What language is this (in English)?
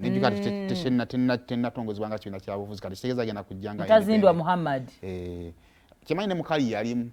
Ganda